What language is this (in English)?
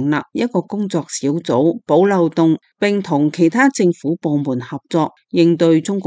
Cantonese